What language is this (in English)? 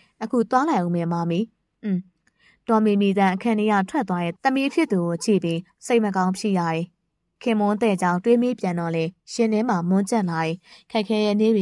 Burmese